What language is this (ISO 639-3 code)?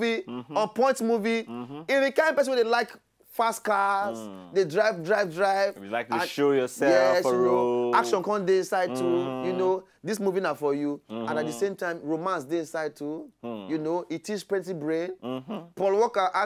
pcm